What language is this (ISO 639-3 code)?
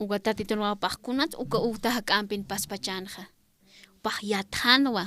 aym